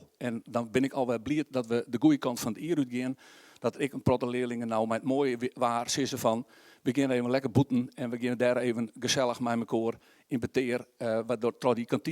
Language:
Western Frisian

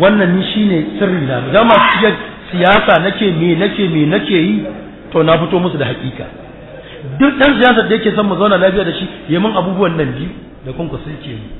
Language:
Hausa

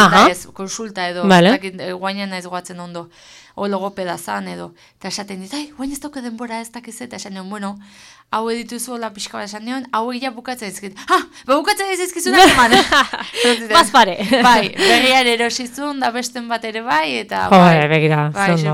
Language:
Basque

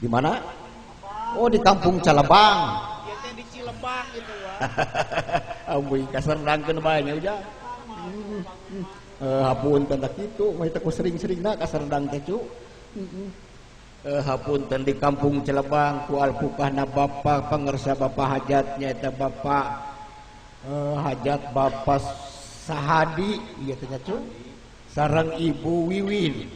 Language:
Sundanese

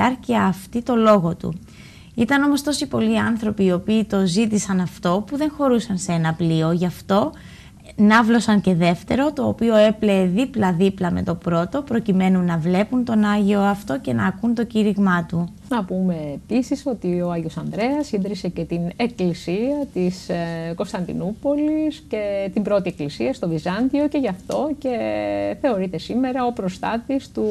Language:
Greek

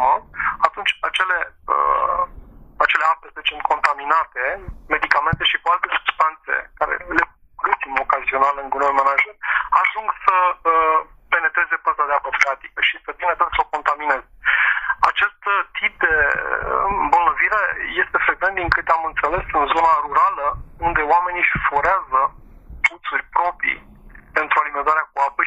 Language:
Romanian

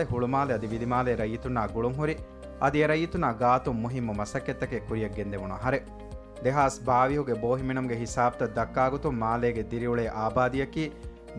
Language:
Divehi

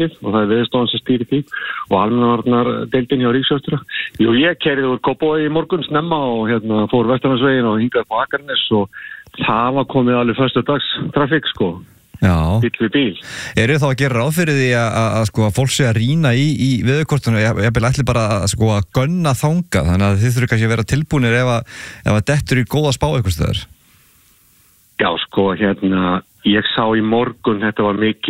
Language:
Icelandic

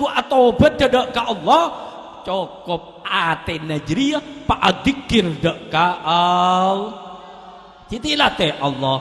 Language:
Madurese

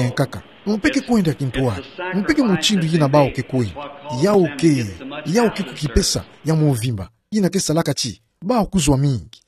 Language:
Kituba (Democratic Republic of Congo)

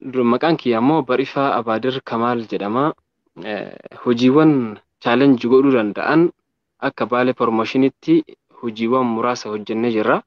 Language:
Oromo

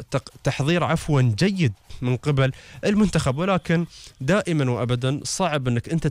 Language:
Gulf Arabic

